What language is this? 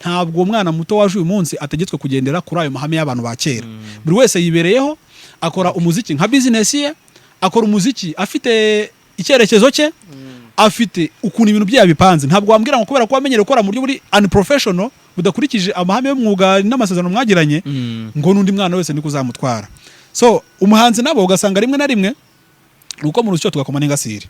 Kinyarwanda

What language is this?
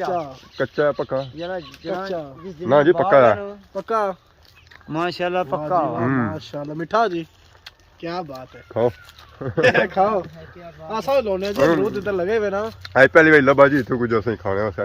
Pahari-Potwari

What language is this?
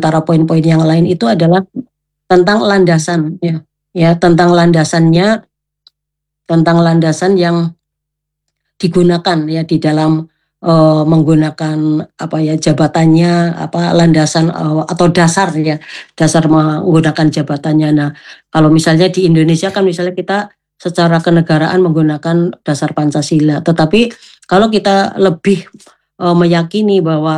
Indonesian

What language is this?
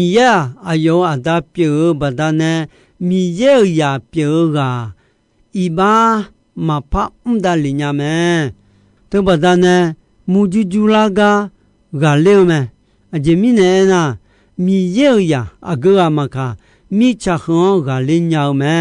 Akha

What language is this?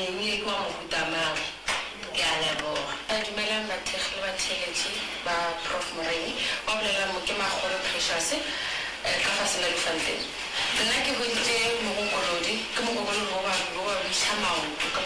Northern Sotho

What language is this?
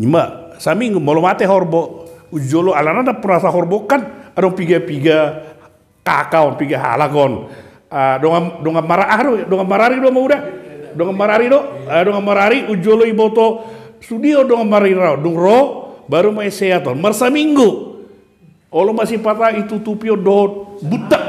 Batak Toba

